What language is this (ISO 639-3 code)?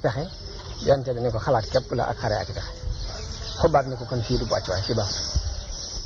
wol